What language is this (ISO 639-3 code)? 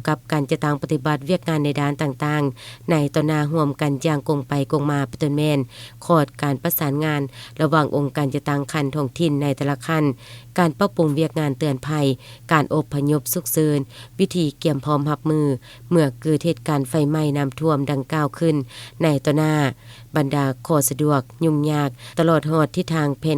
lao